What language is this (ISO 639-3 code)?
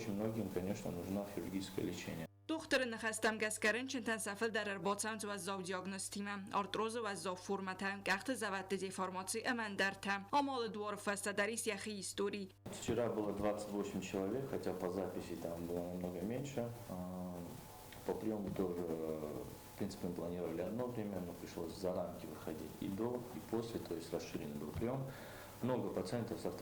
oss